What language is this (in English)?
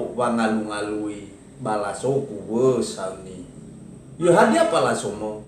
Nias